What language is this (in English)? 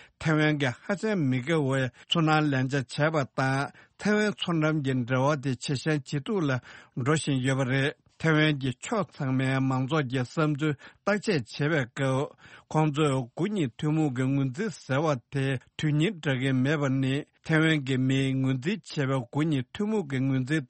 Tibetan